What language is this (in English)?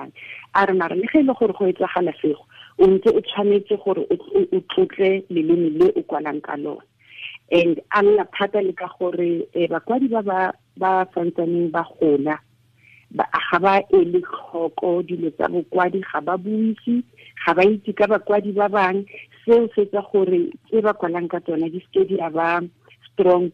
Tswana